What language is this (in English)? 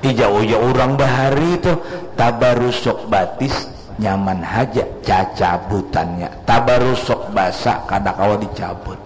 Banjar